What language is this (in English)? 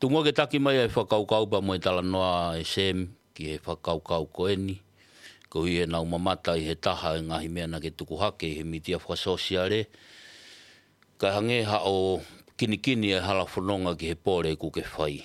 Tongan